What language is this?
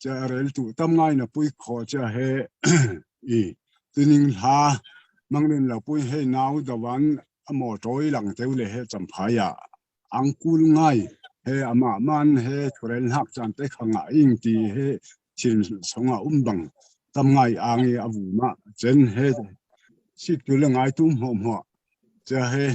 Falam Chin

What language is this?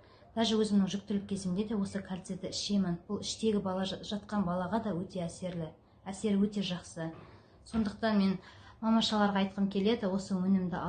Kazakh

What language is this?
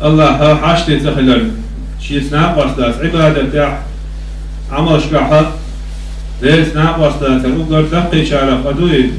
Chechen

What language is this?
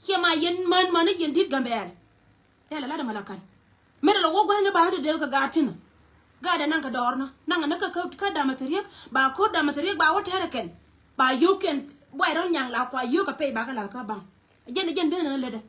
Nuer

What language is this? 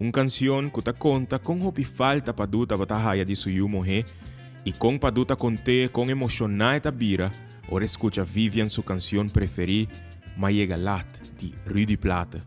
Papiamento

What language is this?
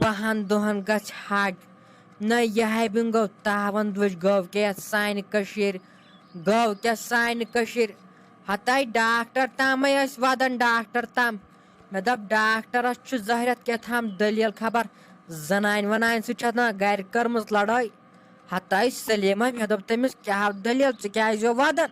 Kashmiri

